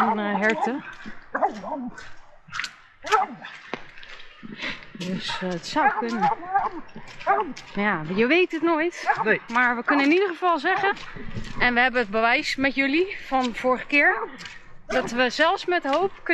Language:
Dutch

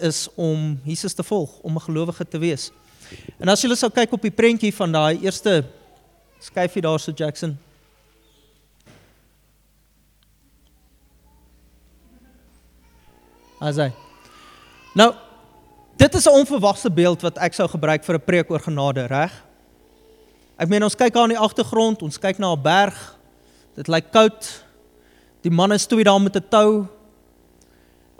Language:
Afrikaans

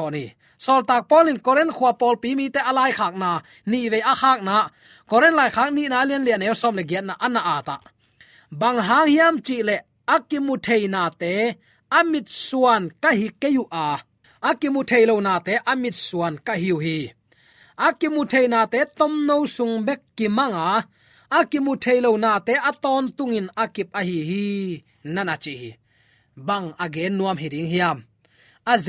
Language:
Tedim Chin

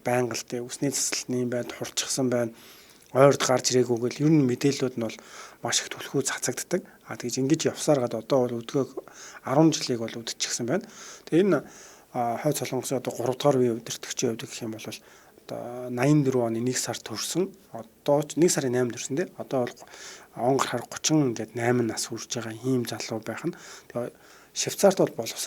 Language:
Mongolian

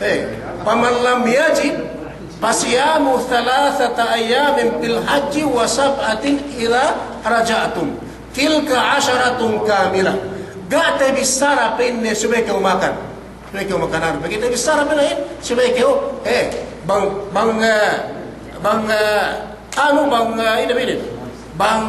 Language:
Yakan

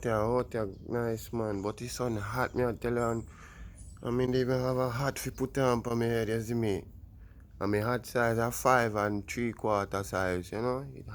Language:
Jamaican Creole English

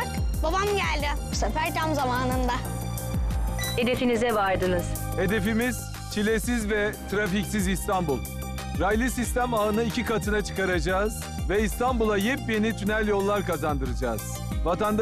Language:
Turkish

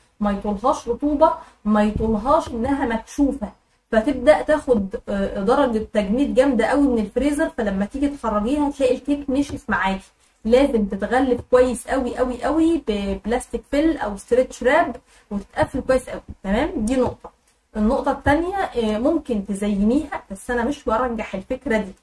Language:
Egyptian Arabic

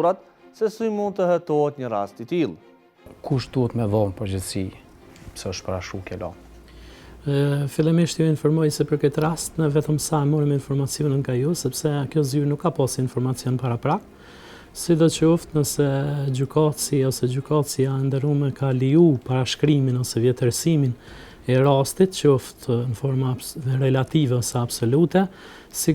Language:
Albanian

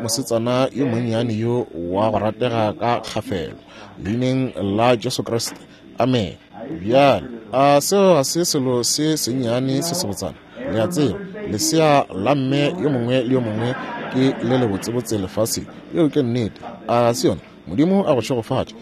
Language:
Northern Sotho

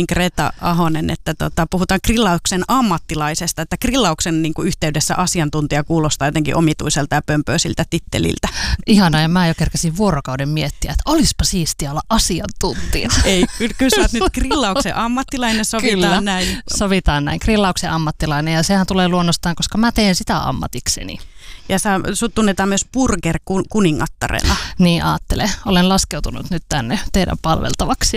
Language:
Finnish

